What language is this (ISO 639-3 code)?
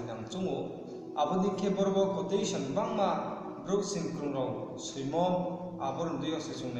ria